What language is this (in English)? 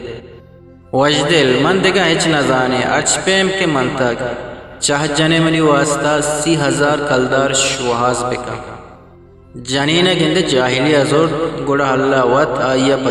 Eastern Balochi